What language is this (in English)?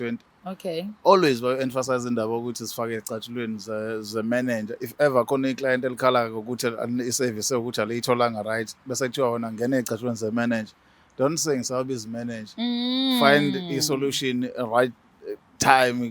Zulu